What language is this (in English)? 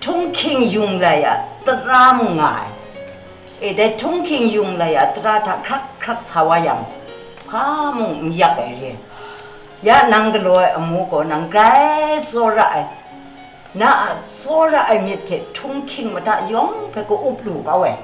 Kachin